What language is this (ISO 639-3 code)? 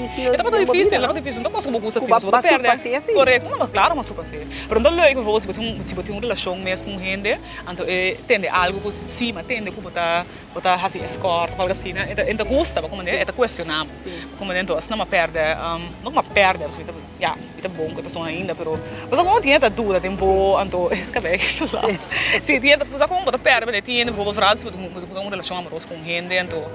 pap